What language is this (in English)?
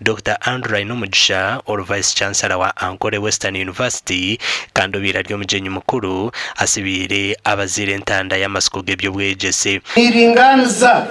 Nyankole